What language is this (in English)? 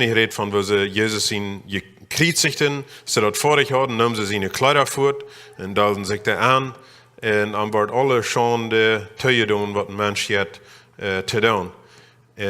Plautdietsch